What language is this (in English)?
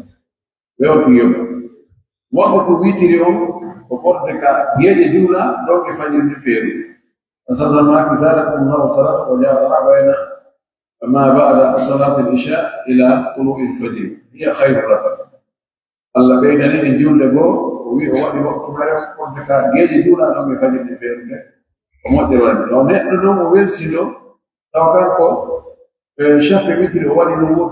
Pular